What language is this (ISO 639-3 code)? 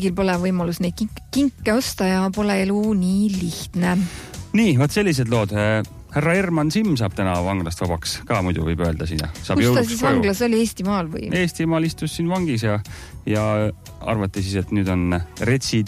est